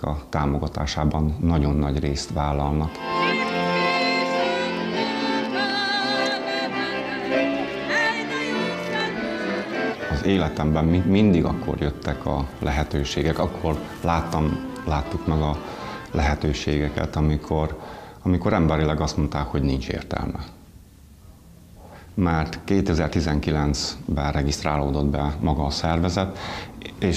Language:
Hungarian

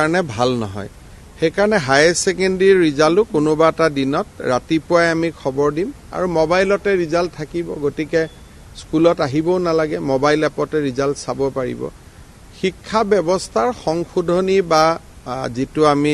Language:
Assamese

